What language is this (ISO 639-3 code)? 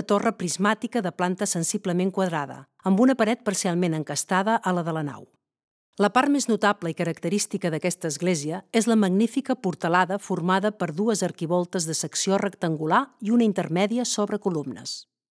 cat